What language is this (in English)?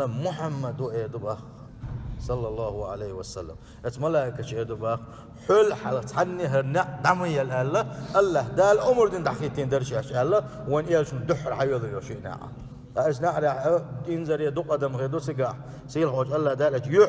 Chechen